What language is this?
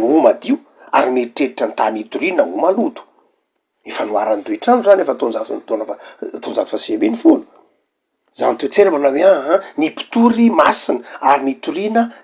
Malagasy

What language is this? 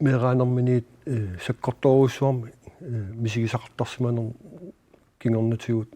Kalaallisut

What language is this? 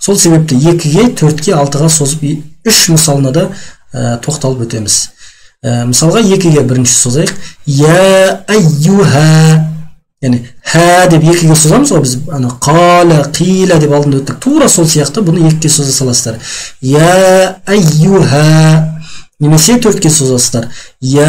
Kazakh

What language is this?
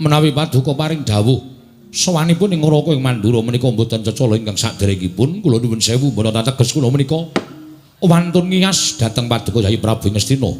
Javanese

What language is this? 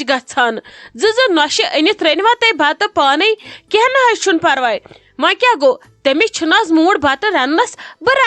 Kashmiri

